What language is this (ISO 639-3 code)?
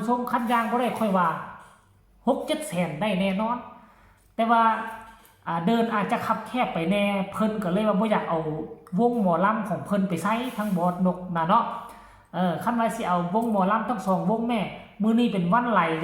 lao